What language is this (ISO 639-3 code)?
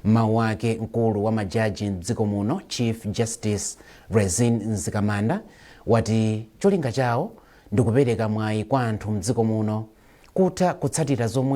nya